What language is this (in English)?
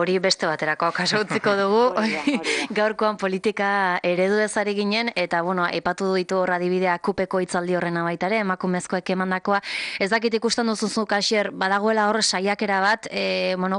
Basque